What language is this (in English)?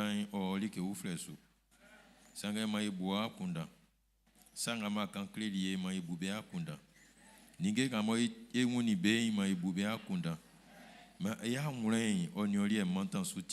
Baoulé